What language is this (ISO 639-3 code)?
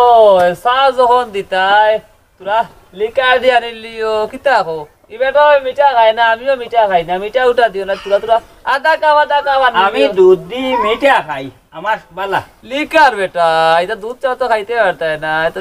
syl